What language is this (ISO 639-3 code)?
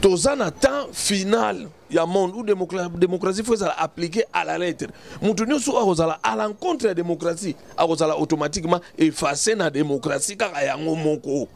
lin